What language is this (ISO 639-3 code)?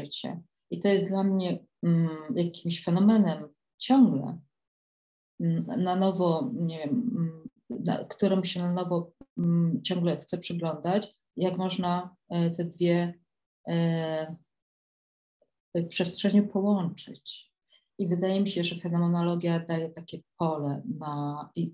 pol